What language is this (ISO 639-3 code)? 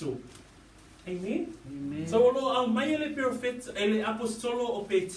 smo